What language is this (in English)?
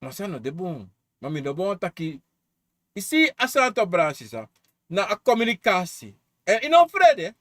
Sranan Tongo